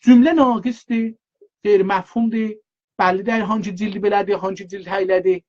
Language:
South Azerbaijani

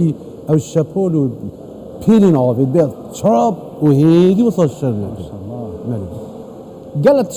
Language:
Kurdish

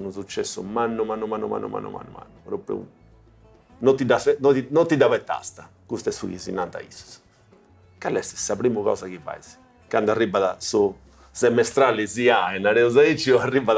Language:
Sardinian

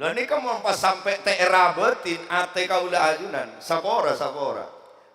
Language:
Madurese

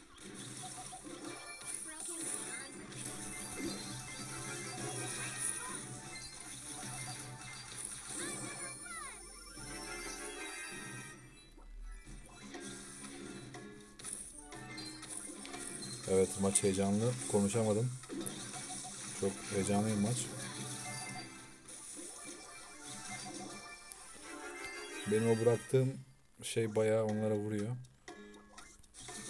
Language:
Turkish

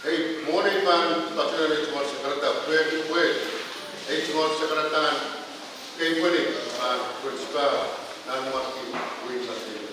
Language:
Pohnpeian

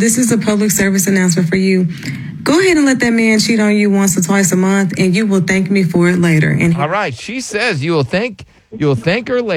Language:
English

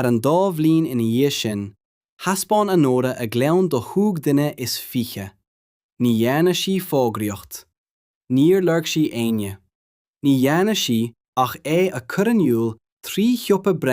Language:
Irish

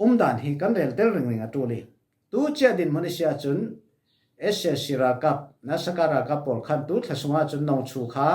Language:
Falam Chin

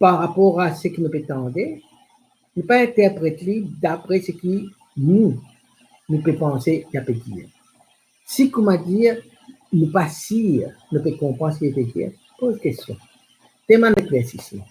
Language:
Morisyen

